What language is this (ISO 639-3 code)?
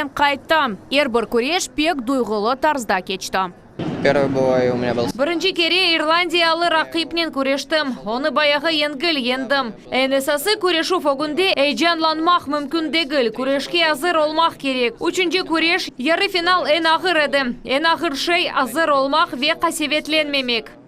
crh